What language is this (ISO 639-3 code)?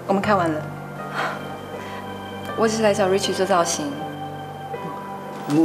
zho